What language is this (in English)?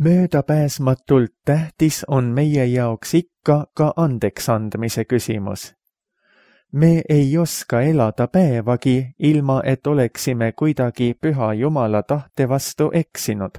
Estonian